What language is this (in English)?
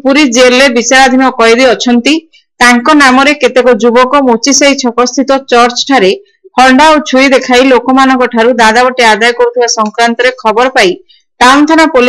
Odia